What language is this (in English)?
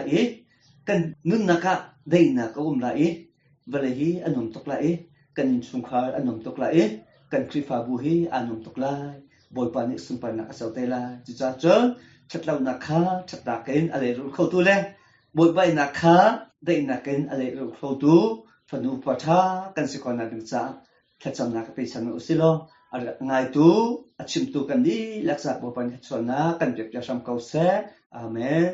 Hakha Chin